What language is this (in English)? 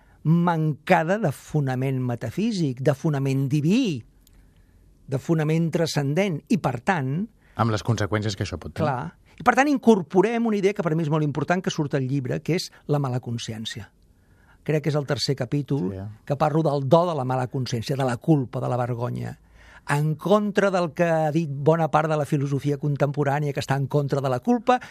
Catalan